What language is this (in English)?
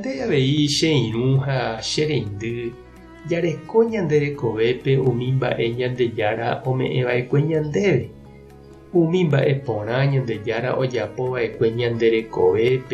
Guarani